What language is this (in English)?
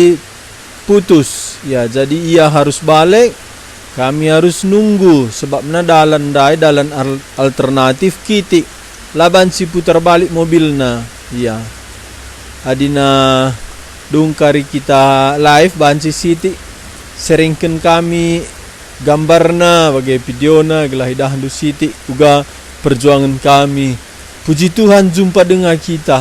Batak Karo